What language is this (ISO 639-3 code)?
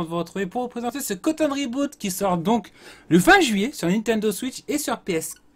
fra